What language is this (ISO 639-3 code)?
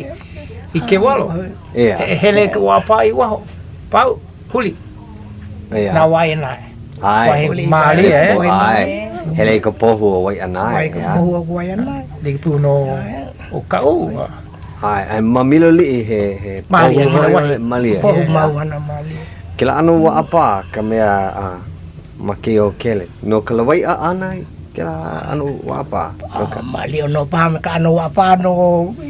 haw